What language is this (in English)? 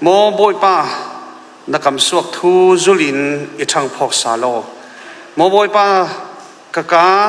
Falam Chin